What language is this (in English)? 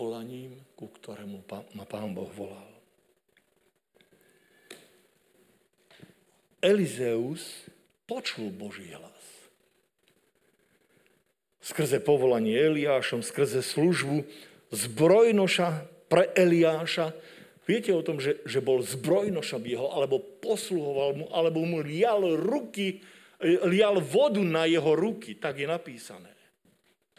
Slovak